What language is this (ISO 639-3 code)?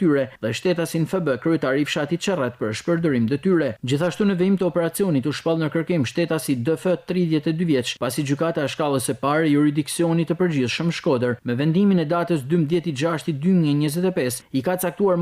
sqi